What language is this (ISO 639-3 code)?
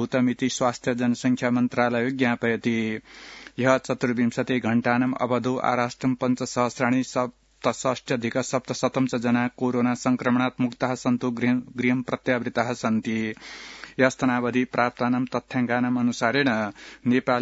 san